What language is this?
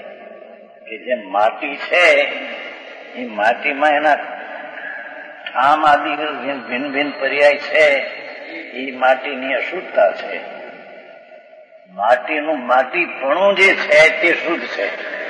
Gujarati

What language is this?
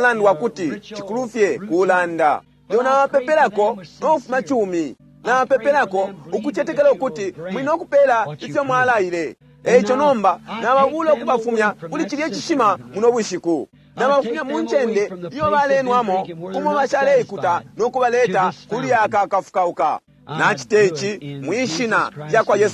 Bemba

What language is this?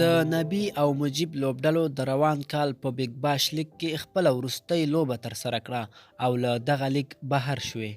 Pashto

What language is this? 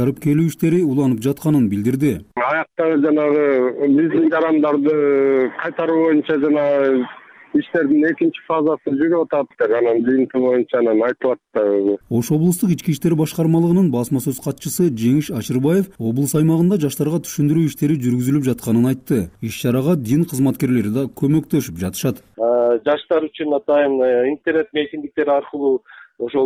Kyrgyz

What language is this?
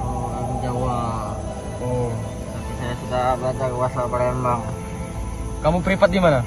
Musi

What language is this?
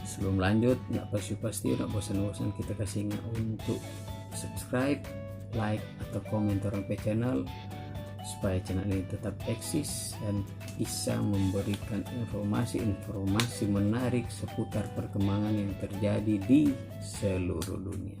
Manado Malay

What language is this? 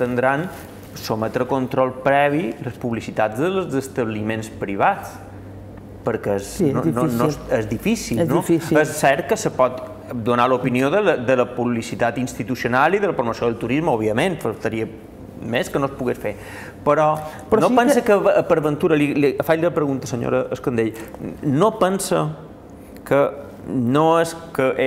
Catalan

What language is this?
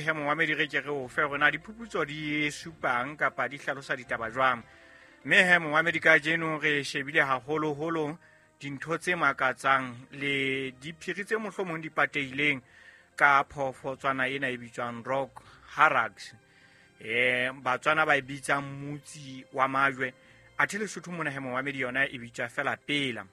Southern Sotho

